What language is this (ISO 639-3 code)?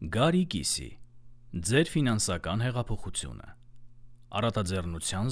hye